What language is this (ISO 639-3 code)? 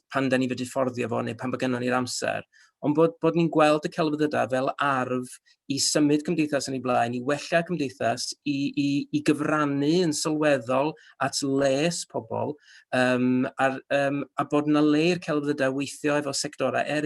cym